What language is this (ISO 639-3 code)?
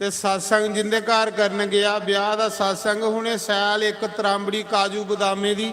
doi